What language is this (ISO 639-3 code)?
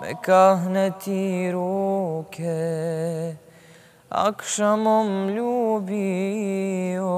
bos